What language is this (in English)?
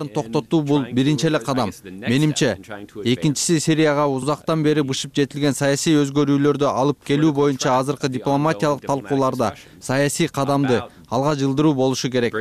Kyrgyz